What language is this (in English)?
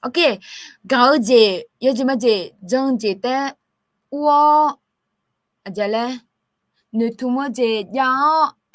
Akha